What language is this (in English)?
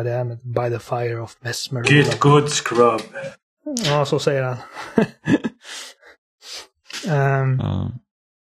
Swedish